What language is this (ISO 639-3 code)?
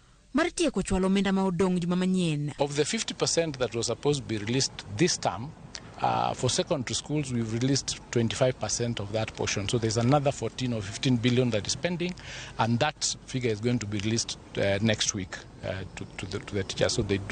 luo